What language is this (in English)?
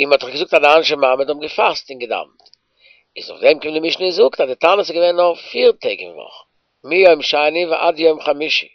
Yiddish